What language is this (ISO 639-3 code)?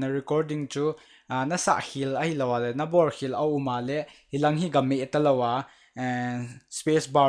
tcz